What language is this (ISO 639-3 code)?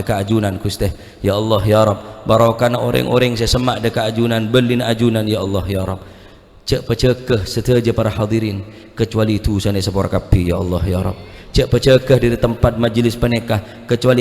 mad